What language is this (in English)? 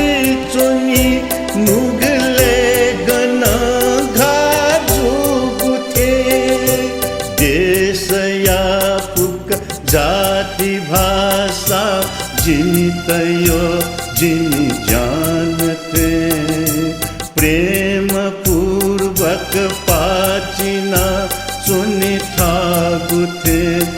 Newari